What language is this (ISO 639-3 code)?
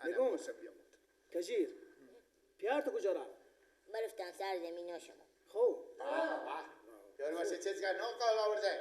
fas